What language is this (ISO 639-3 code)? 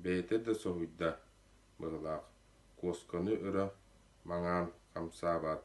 sah